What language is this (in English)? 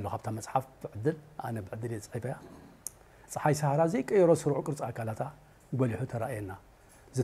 Tigrinya